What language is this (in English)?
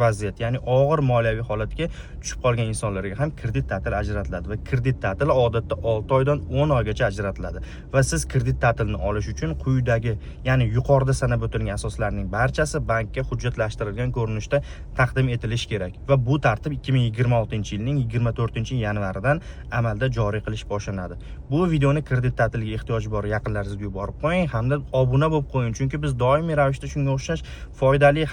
Uzbek